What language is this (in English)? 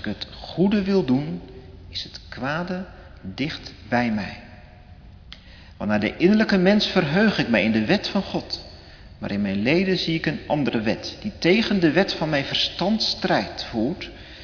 Dutch